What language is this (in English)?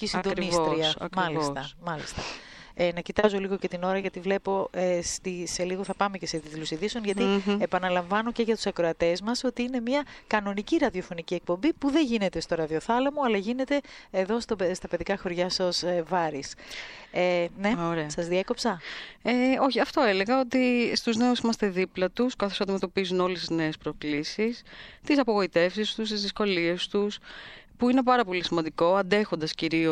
Greek